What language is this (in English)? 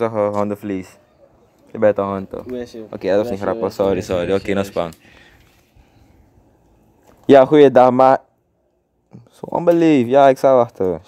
Dutch